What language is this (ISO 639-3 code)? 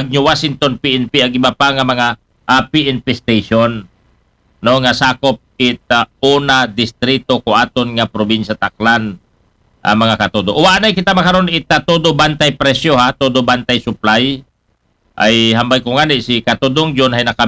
akl